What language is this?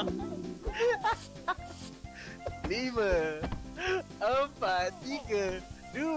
Malay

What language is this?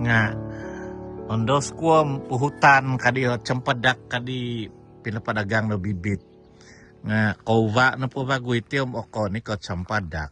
Central Dusun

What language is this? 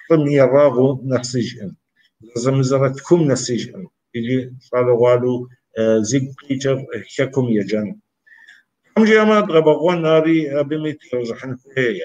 Kabardian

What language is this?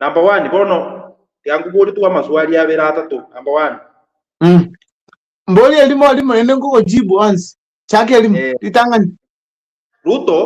Gusii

